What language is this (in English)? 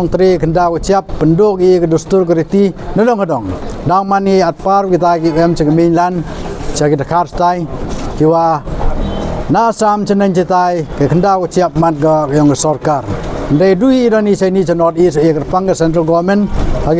Pnar